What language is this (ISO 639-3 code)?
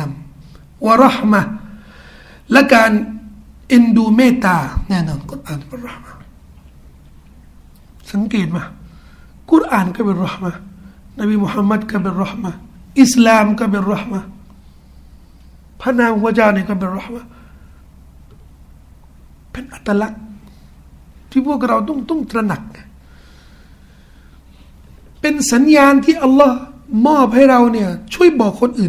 tha